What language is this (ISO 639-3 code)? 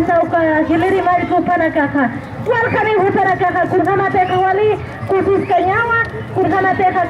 aym